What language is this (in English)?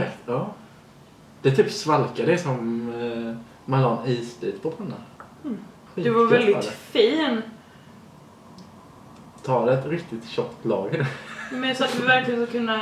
Swedish